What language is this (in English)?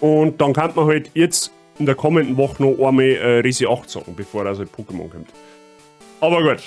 Bavarian